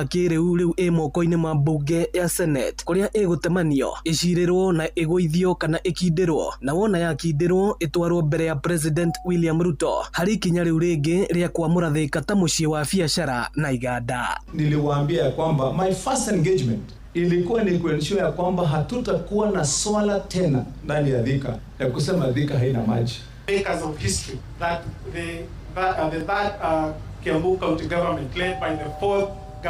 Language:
Kikuyu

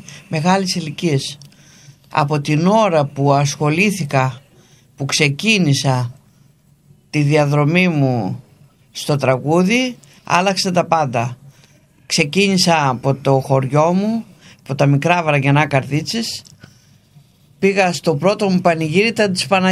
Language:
Greek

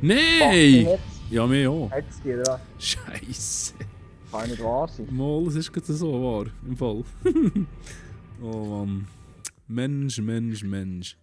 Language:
Swiss German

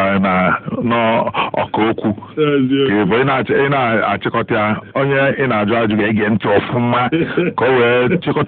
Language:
Igbo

